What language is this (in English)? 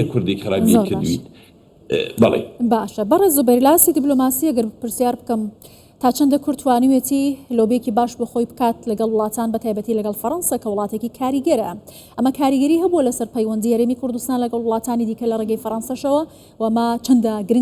Central Kurdish